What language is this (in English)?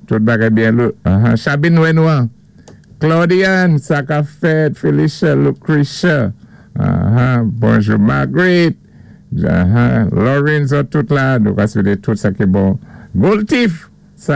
Saint Lucian Creole French